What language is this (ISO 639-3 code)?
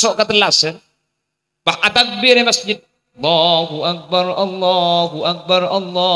mad